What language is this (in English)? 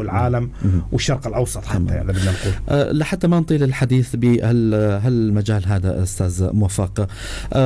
North Levantine Arabic